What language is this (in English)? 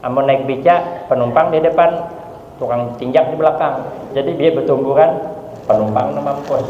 Banjar